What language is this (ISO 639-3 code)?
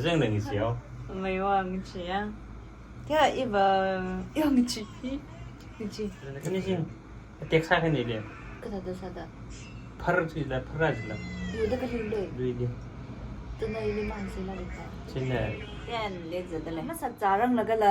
nmf